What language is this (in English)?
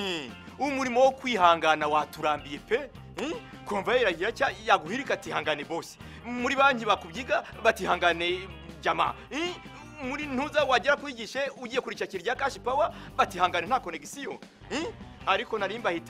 Kinyarwanda